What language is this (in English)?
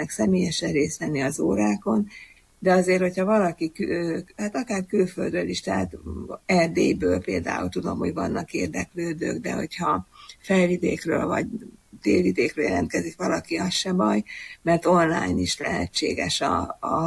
Hungarian